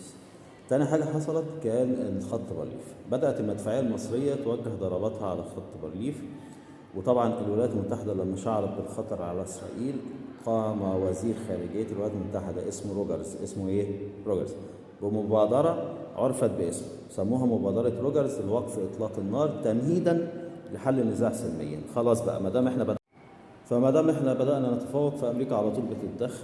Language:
Egyptian Arabic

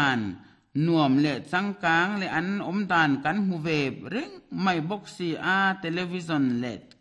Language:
Mizo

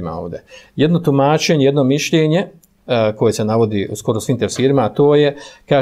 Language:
Bosnian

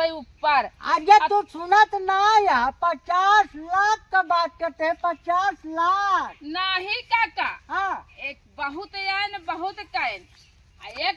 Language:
Awadhi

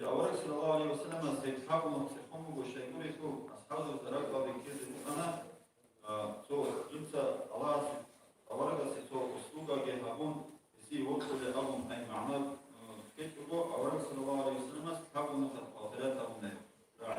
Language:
Avaric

